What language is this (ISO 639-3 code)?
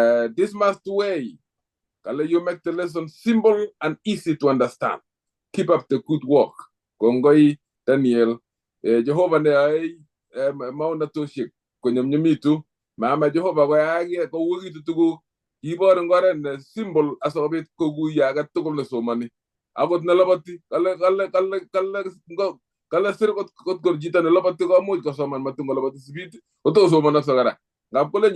kln